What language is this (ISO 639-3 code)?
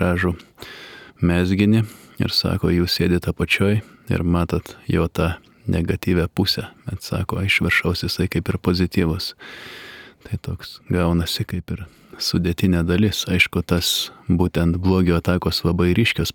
lit